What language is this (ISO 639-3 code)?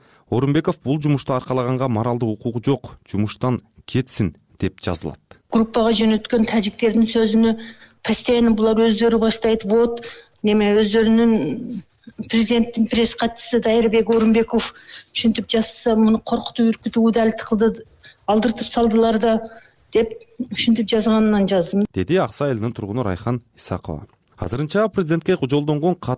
kir